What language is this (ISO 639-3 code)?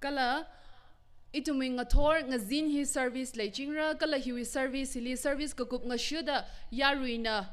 nmf